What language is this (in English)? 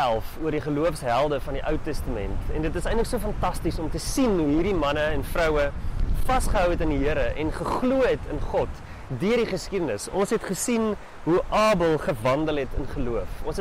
Afrikaans